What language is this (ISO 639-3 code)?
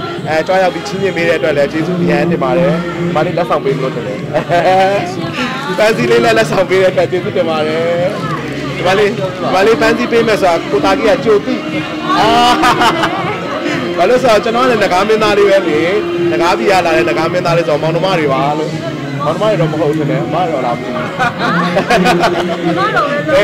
mya